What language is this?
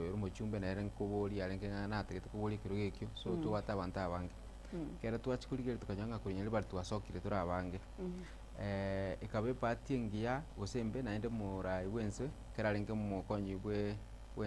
Gusii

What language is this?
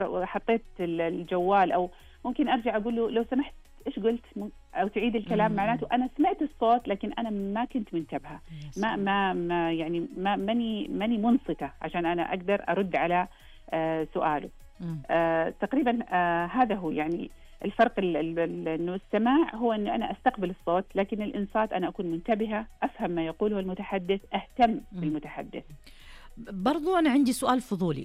Najdi Arabic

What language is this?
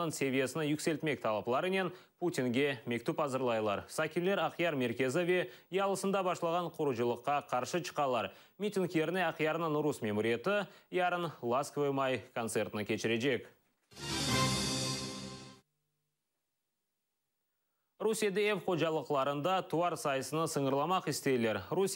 Crimean Tatar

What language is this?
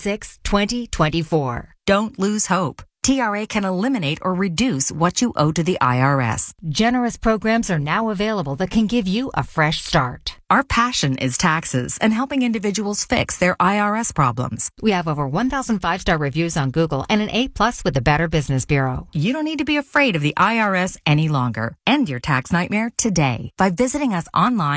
English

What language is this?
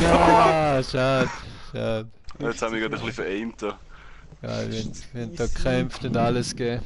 Swiss German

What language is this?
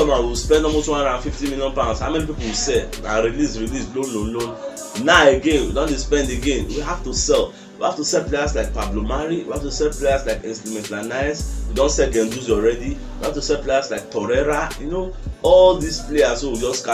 Nigerian Pidgin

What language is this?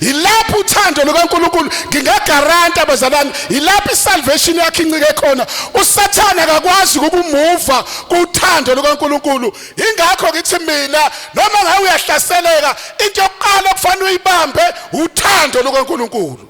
Zulu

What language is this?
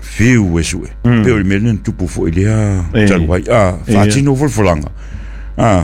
Samoan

